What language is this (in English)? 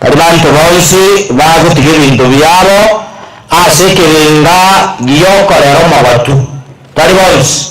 Gusii